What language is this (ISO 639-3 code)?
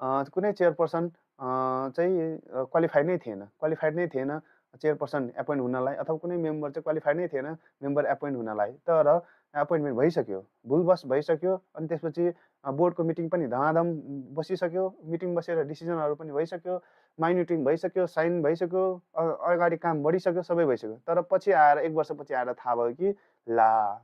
nep